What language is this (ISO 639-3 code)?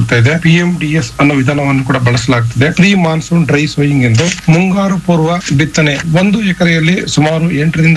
kan